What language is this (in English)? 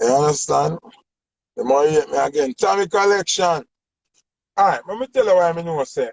Jamaican Creole English